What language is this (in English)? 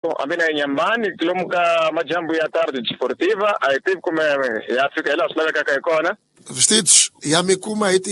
Tsonga